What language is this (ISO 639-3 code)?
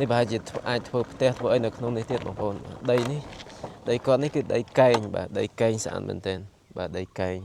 khm